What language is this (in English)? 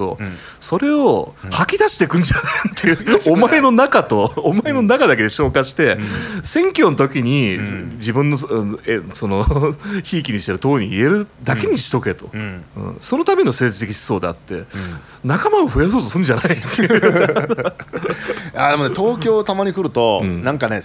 Japanese